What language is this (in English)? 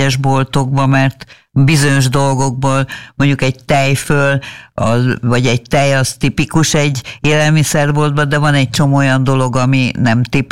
Hungarian